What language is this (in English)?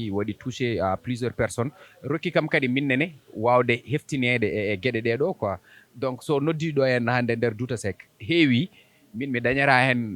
Fula